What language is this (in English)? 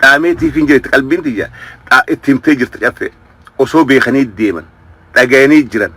Oromo